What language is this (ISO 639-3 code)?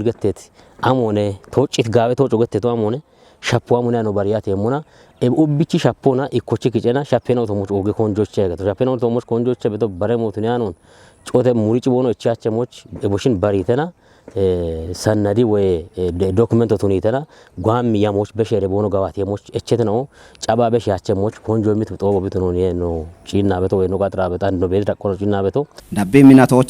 kbr